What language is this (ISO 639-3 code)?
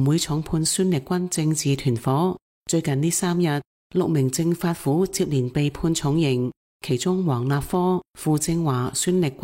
yue